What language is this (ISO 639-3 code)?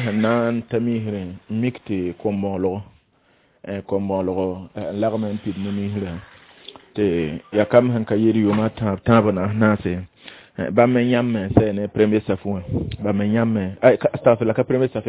mos